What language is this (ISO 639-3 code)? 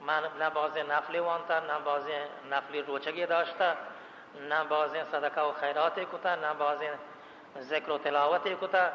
bal